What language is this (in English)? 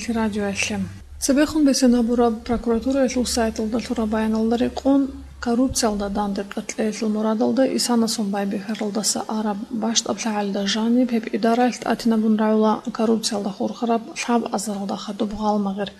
Avaric